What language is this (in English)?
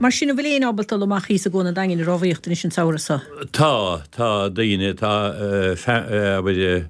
Irish